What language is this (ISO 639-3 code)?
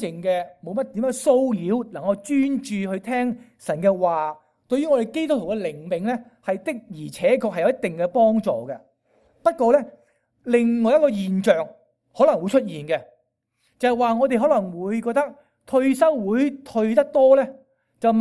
yue